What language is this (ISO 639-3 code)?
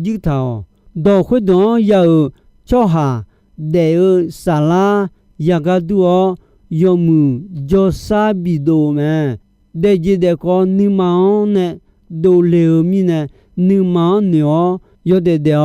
ahk